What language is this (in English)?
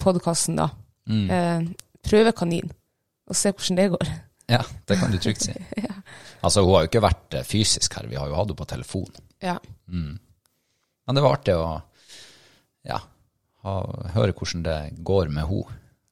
Norwegian